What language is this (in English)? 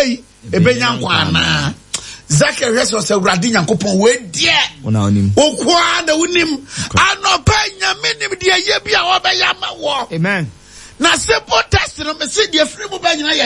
Akan